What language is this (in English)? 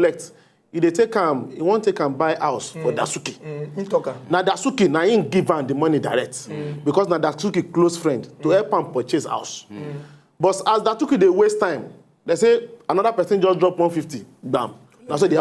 Nigerian Pidgin